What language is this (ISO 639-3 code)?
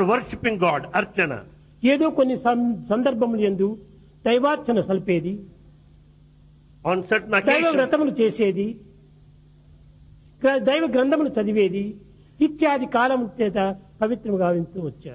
tel